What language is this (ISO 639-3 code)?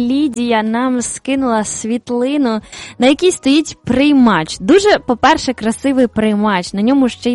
ukr